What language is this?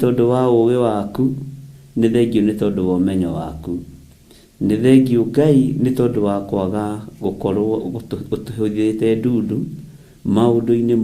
Kikuyu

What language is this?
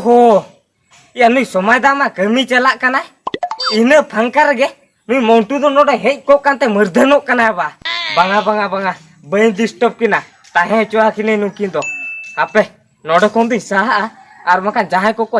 Santali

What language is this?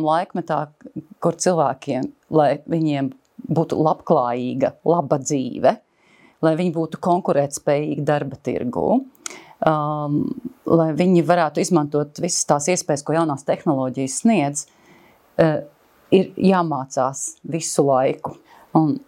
Latvian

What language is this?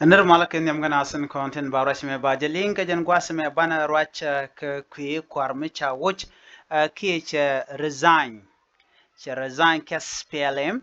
Nuer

